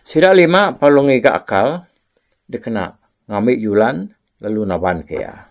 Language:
Iban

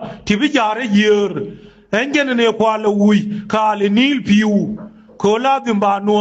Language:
Nuer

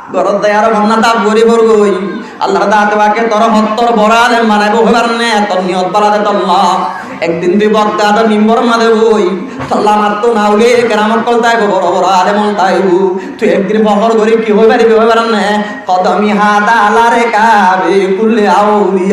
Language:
Rohingya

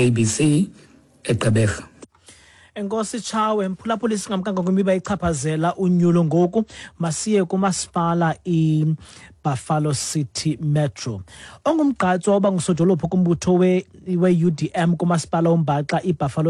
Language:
Xhosa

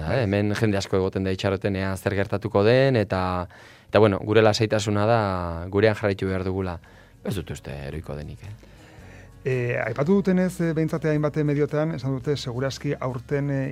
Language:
Basque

